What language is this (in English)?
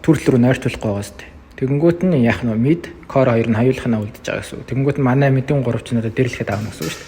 Mongolian